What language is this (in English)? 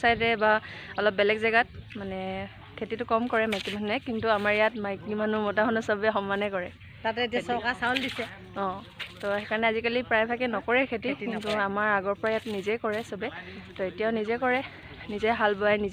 Assamese